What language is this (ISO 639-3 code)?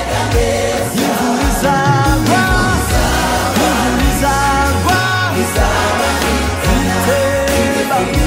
kin